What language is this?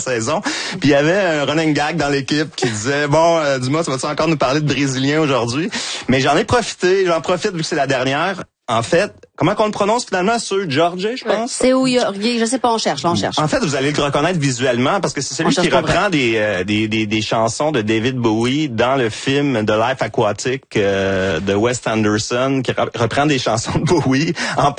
French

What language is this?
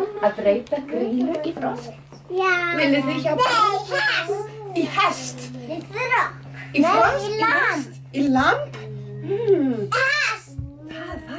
Icelandic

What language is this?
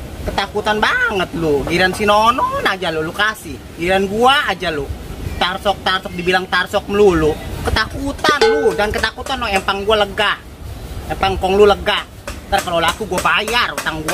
Betawi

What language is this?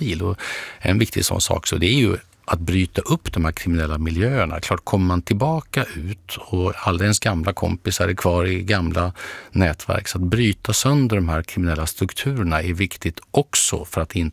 Swedish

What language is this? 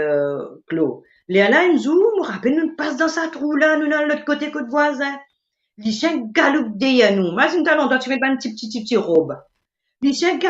Morisyen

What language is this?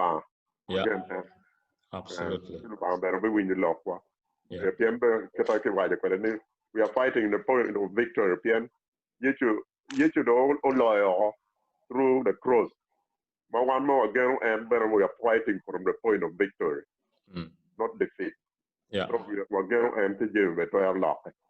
Acoli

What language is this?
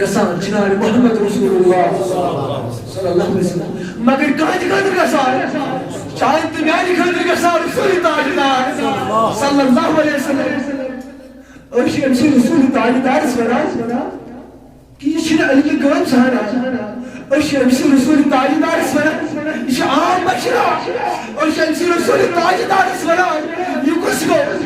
Kashmiri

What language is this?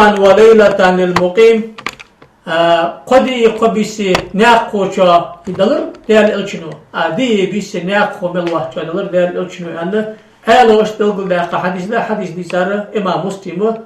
Ingush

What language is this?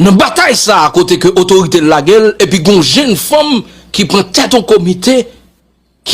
Haitian Creole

